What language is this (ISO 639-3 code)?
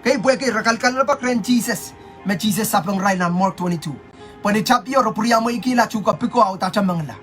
pon